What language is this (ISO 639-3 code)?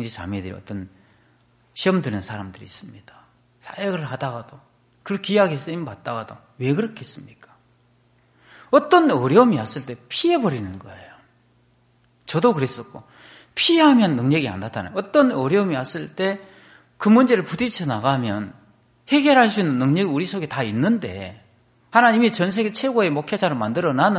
kor